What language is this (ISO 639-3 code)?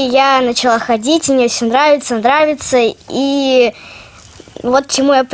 rus